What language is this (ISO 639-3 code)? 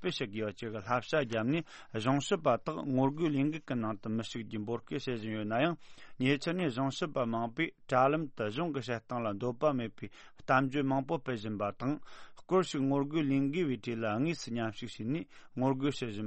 bod